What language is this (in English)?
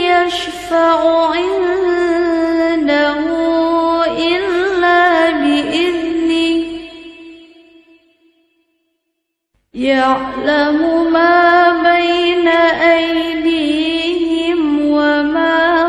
Arabic